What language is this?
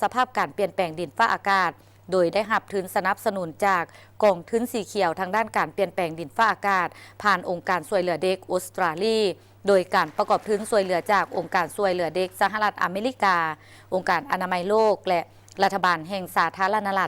Lao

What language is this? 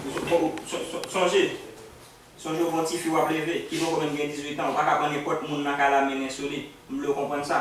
Haitian Creole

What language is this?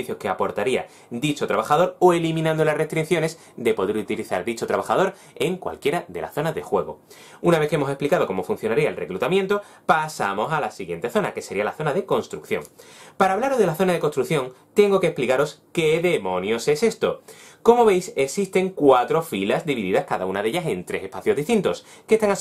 Spanish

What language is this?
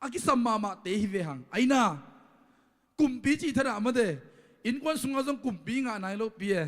Tedim Chin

